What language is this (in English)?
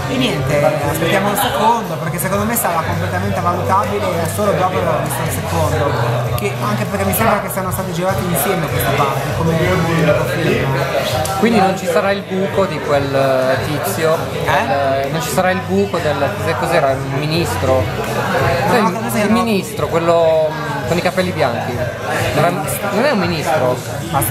Italian